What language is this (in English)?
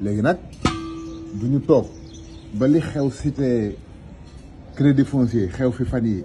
Wolof